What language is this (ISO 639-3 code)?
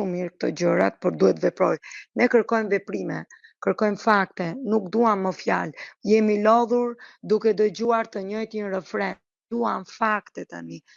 sqi